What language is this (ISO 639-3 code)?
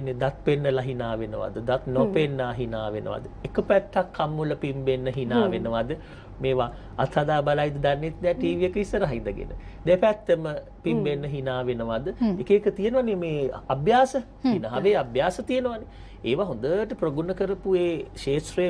sin